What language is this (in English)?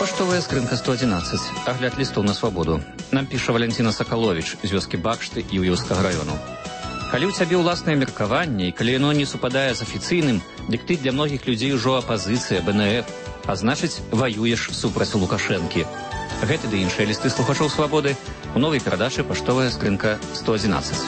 Belarusian